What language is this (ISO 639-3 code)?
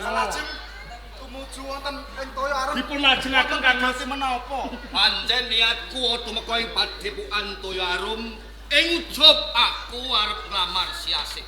jav